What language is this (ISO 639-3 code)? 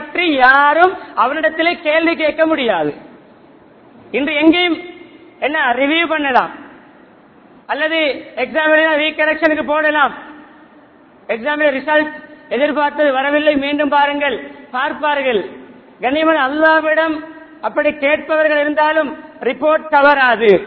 tam